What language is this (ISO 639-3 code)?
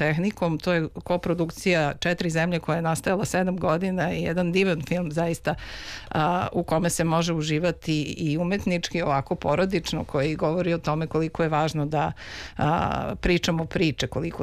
srp